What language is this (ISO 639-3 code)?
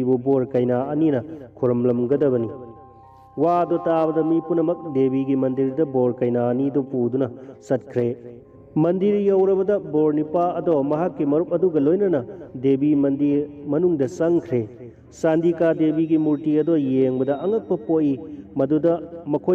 mni